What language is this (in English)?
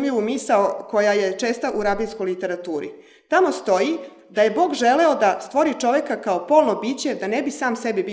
Serbian